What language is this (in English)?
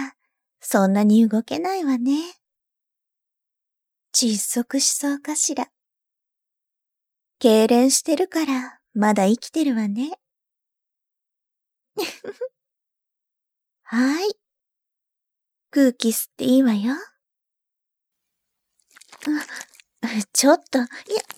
Japanese